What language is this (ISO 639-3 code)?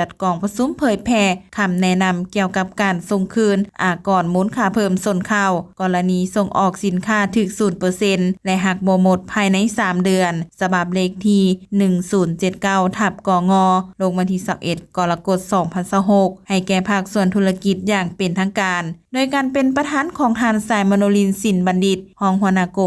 lao